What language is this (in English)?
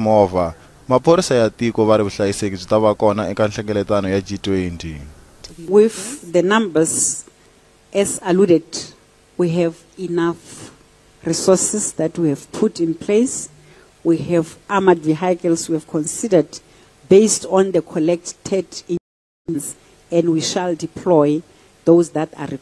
Tsonga